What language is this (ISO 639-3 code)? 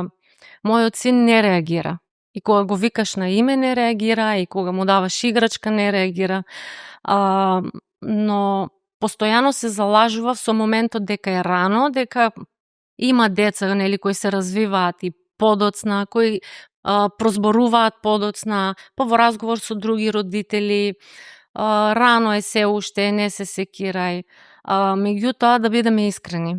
mkd